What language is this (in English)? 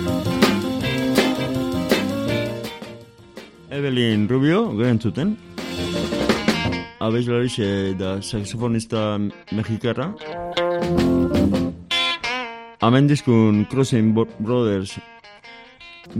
Basque